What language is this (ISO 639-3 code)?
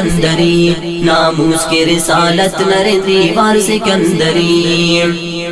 brh